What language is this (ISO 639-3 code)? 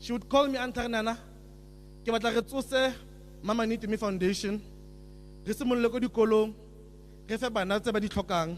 tsn